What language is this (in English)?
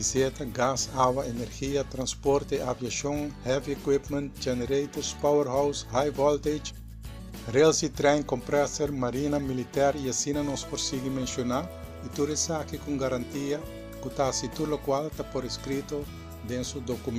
Papiamento